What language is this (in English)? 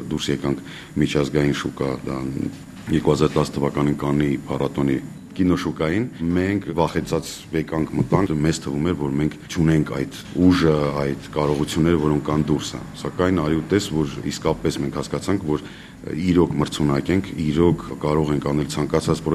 Armenian